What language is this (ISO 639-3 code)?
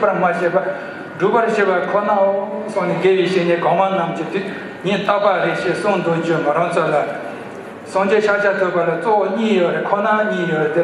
bod